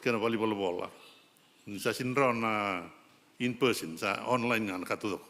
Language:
Fijian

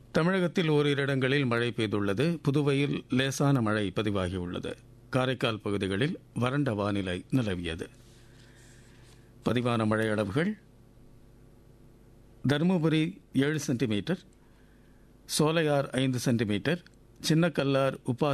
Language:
Tamil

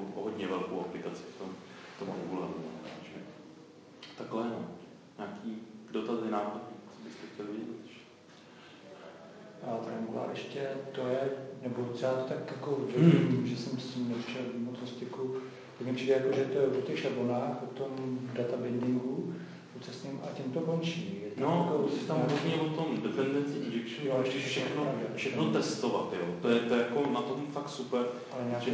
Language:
Czech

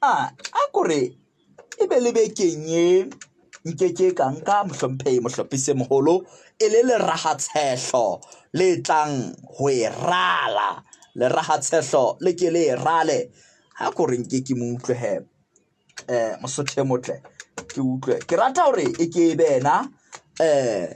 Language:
Southern Sotho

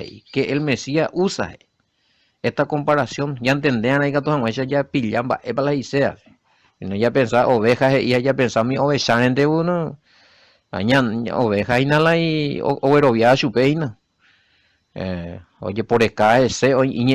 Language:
Guarani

